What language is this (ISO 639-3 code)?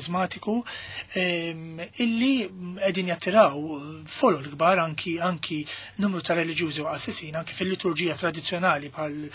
mlt